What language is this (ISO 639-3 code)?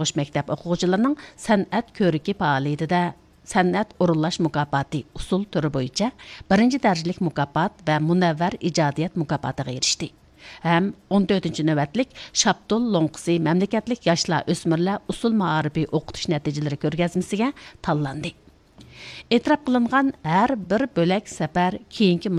uig